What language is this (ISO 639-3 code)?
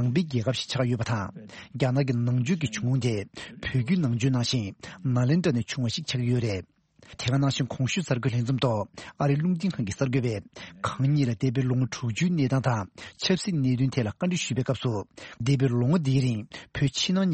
bod